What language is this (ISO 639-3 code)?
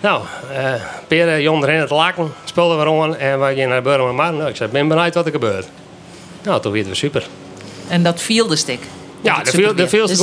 fry